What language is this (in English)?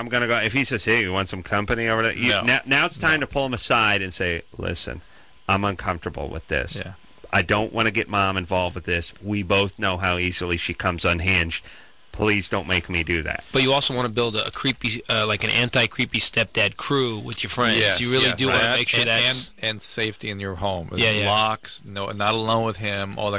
English